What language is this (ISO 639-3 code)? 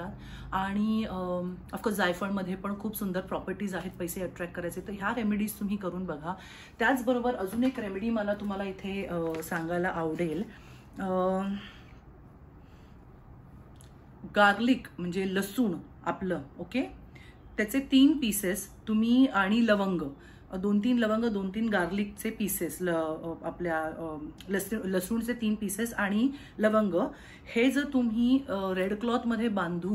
mar